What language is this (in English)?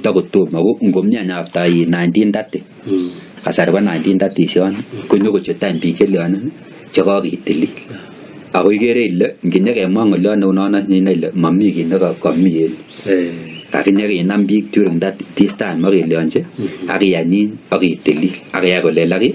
Kalenjin